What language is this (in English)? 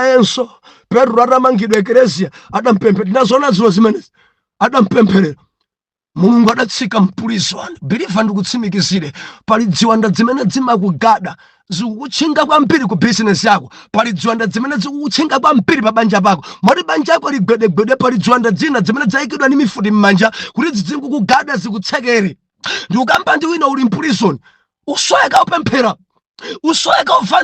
Nyanja